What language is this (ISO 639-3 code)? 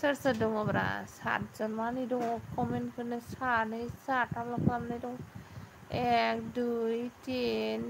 brx